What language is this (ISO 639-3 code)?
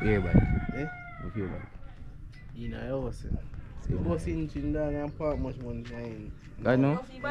jam